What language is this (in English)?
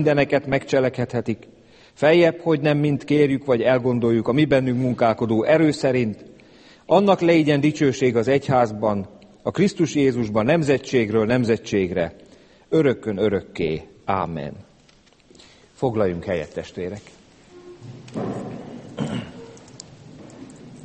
Hungarian